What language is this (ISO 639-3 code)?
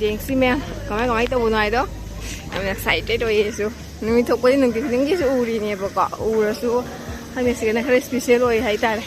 mni